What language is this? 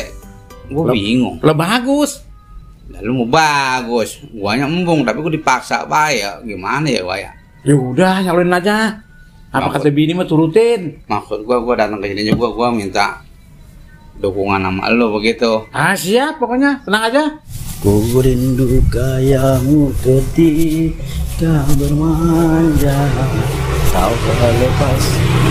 Betawi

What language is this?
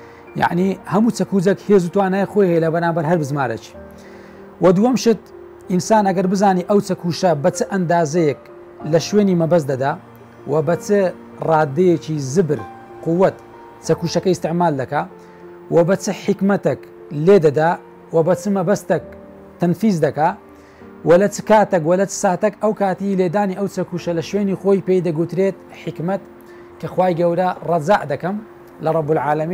Central Kurdish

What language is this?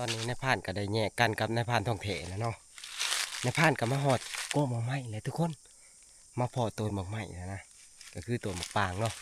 Northeastern Thai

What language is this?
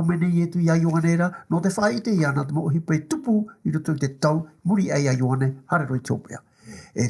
Tahitian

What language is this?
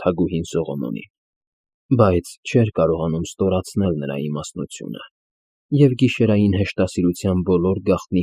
Armenian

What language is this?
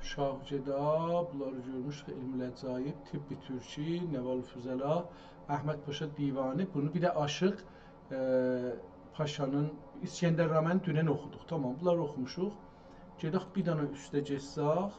South Azerbaijani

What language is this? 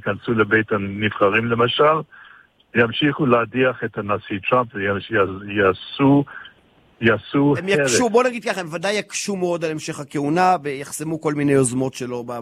Hebrew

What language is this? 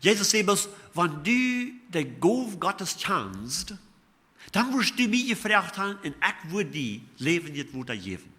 Plautdietsch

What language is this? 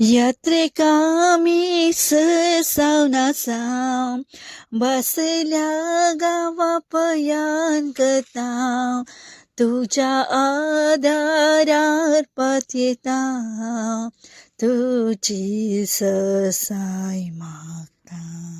Konkani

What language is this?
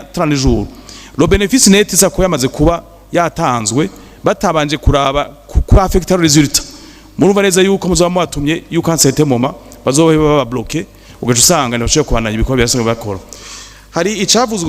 Rundi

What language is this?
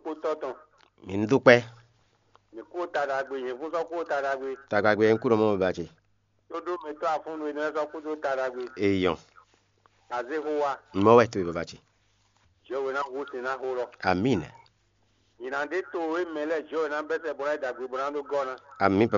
Fon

